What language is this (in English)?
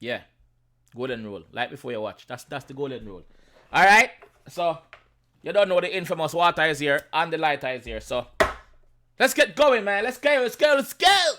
Jamaican Creole English